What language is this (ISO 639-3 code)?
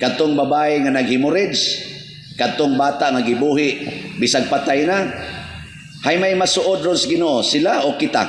ceb